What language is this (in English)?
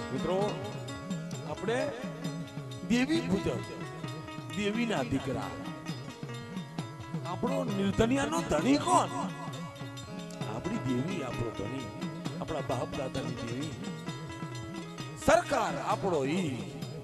Gujarati